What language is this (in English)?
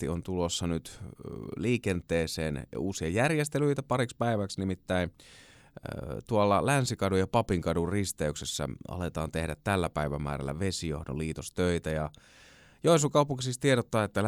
Finnish